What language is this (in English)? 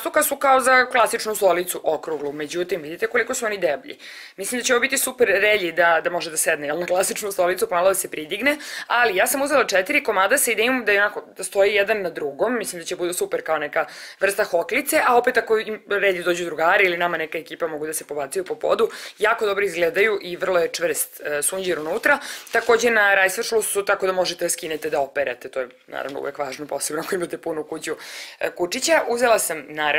Serbian